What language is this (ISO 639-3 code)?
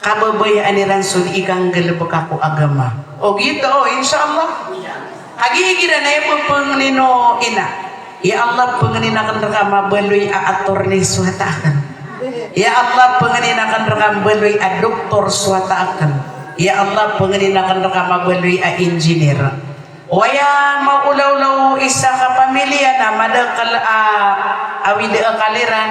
mrw